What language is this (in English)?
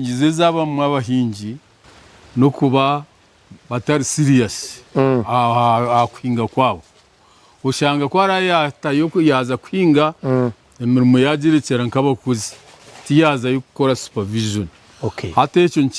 Nyankole